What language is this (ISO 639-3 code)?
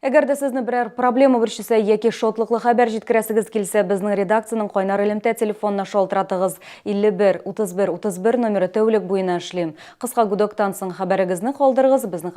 tat